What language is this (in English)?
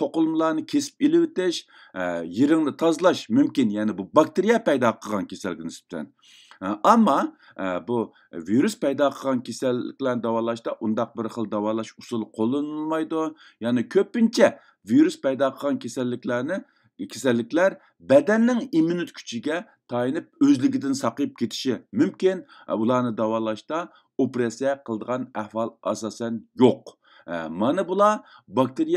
Uyghur